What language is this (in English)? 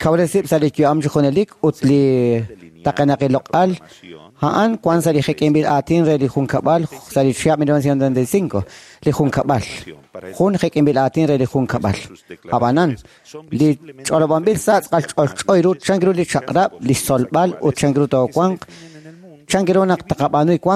Kekchí